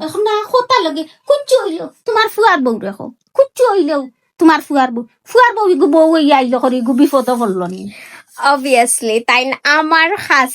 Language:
Sylheti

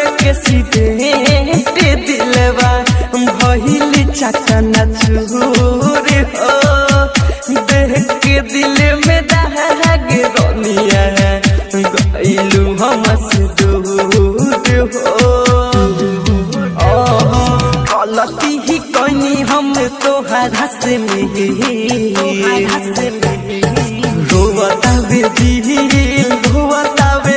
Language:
Bhojpuri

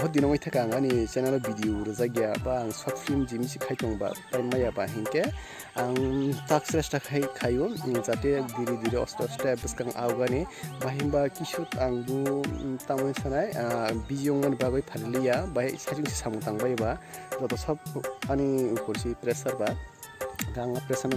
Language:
Kok Borok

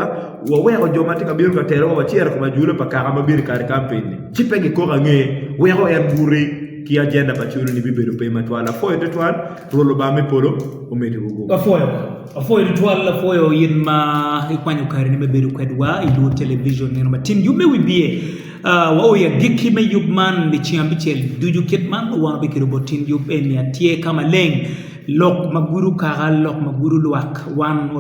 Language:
Acoli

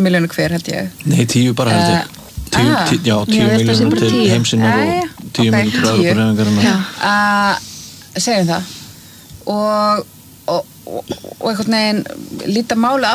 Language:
Icelandic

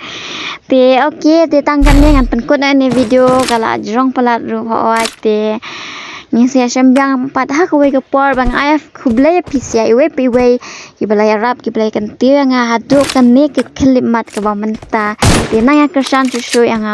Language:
Khasi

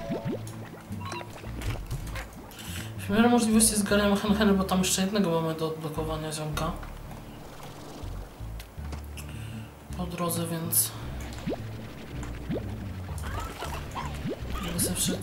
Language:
Polish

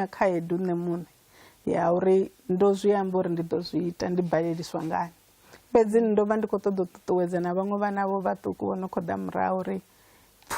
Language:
Venda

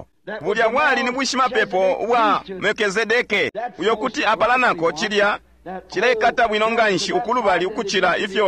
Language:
Bemba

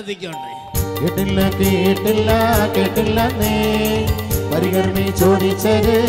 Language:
Malayalam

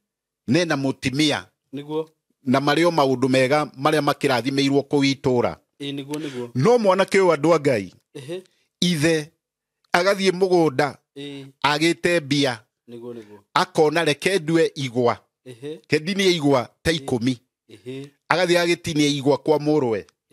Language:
Kikuyu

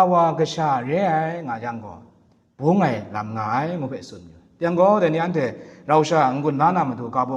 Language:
Kachin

